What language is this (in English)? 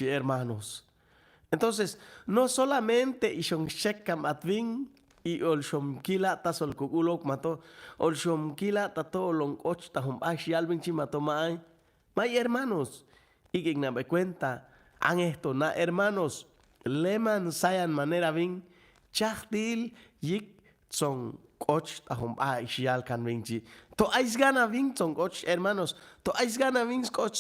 Chuj